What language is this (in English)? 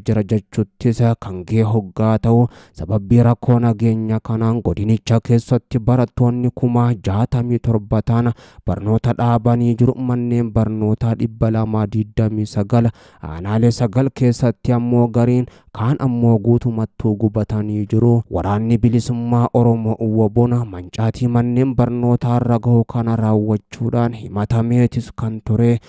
Oromo